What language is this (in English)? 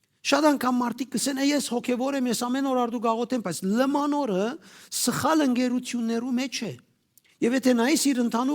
Western Armenian